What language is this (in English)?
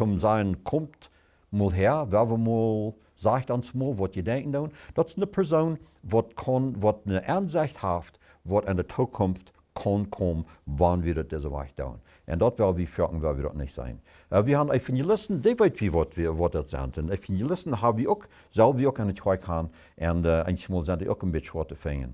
Plautdietsch